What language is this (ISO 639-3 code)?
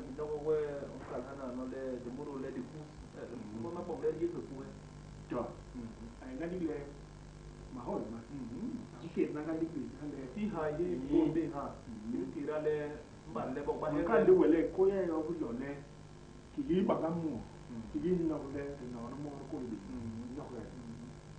bas